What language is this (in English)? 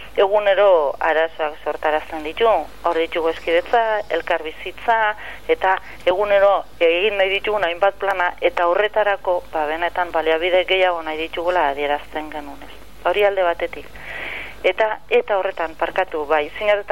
Basque